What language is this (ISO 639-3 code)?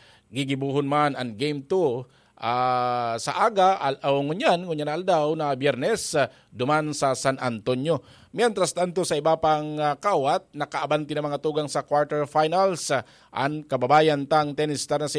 bik